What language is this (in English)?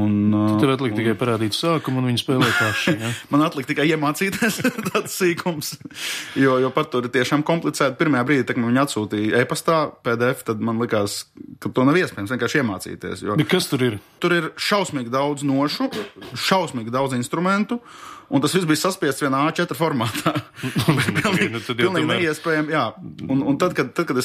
Latvian